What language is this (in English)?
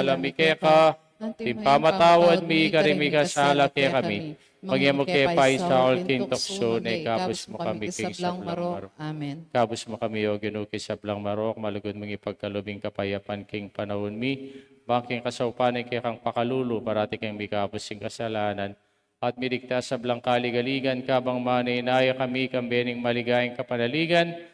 Pampanga